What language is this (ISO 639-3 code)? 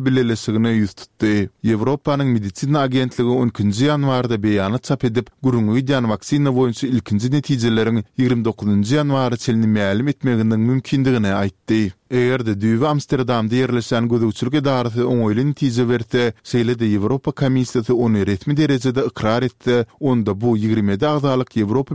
tuk